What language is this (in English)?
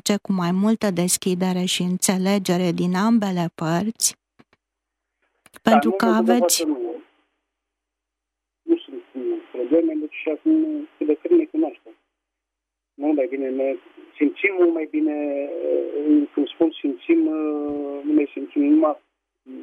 Romanian